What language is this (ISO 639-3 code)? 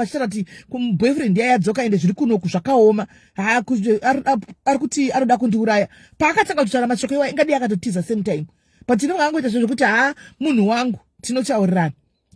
sna